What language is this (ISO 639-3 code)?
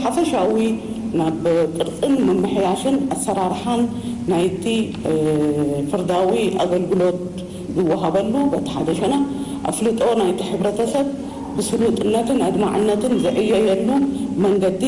tir